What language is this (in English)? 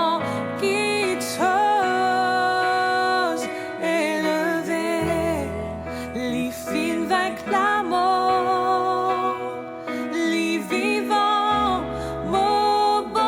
Morisyen